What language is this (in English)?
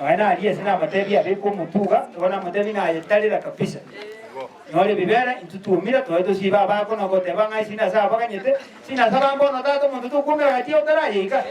Gusii